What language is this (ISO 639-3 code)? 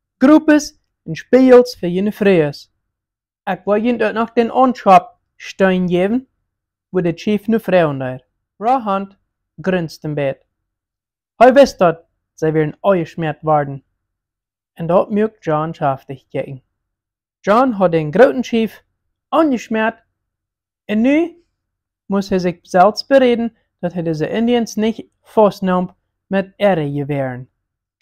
pdt